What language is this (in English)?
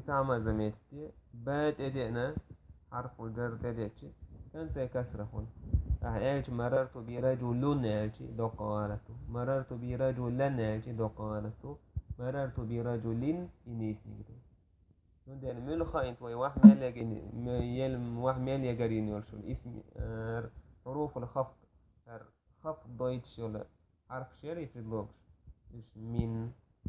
Chechen